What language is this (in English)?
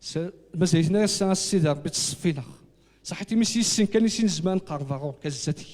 Kabyle